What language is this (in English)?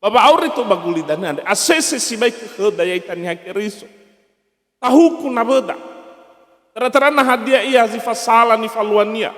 Nias